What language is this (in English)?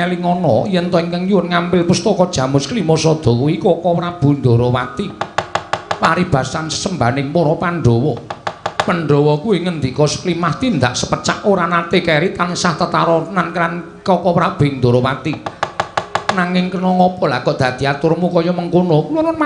Javanese